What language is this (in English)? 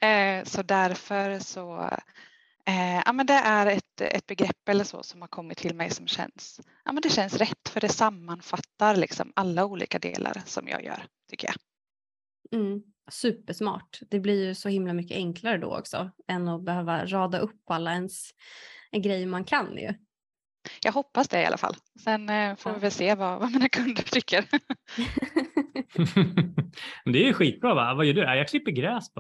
Swedish